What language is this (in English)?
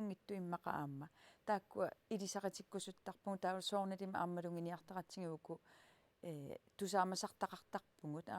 Kalaallisut